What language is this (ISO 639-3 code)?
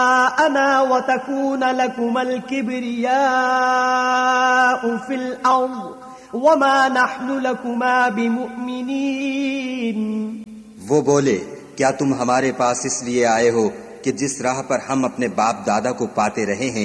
urd